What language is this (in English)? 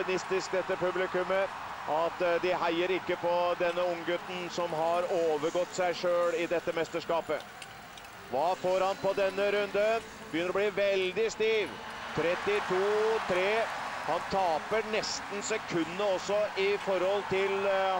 Norwegian